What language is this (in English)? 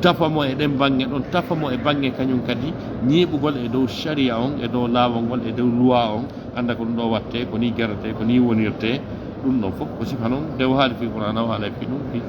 Fula